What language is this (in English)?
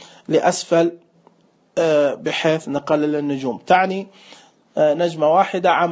Najdi Arabic